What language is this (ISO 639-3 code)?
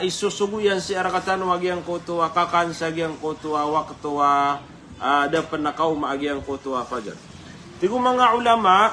mrw